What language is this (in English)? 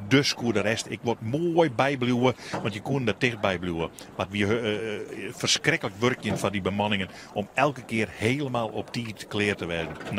Western Frisian